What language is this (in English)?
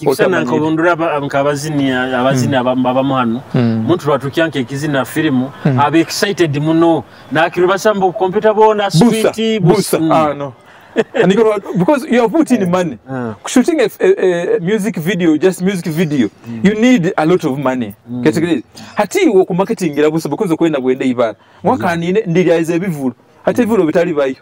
Nyoro